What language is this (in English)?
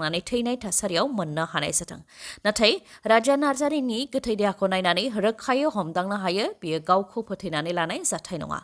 Bodo